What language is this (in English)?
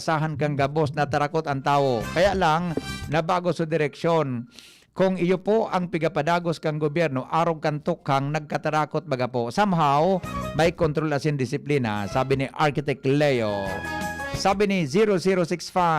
Bikol